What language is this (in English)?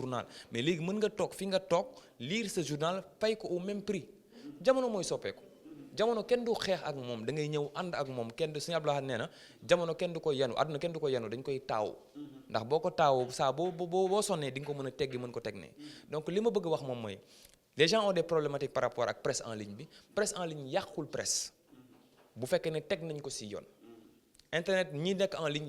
Wolof